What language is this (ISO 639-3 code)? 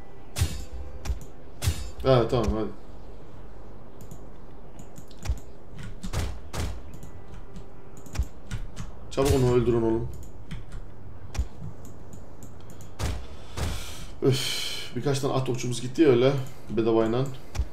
tur